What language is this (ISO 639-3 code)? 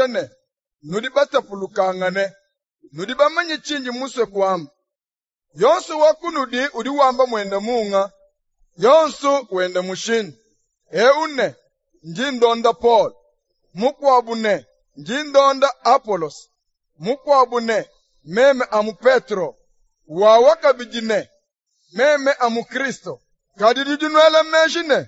lua